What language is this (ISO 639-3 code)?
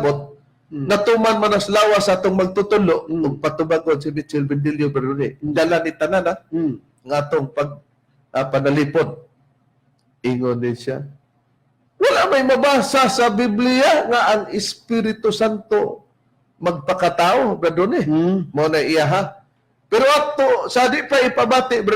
ceb